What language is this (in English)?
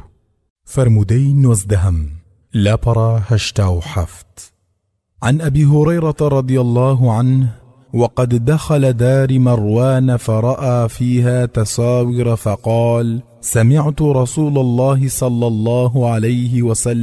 Central Kurdish